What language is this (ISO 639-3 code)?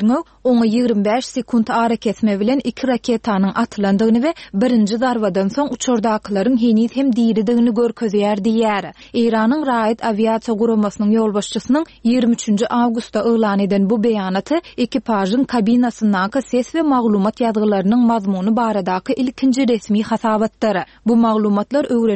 kir